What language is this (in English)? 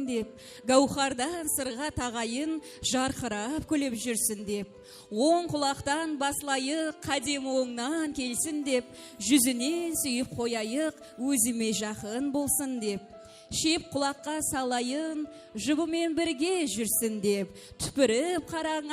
Kara-Kalpak